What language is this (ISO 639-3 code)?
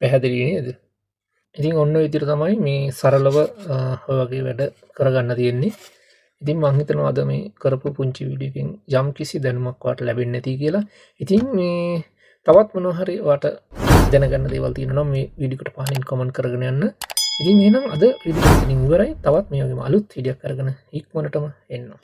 sin